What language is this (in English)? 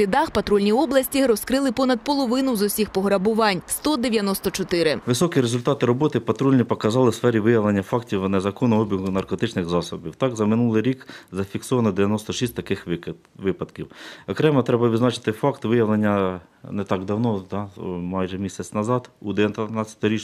Ukrainian